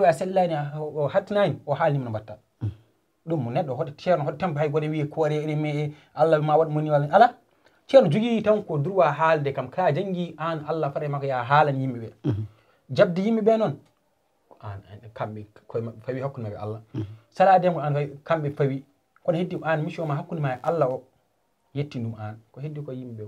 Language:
Fula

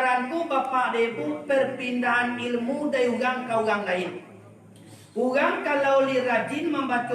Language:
Minangkabau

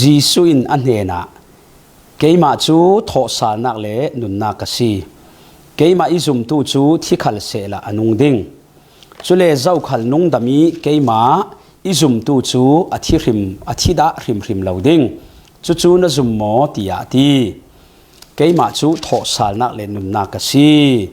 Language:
Falam Chin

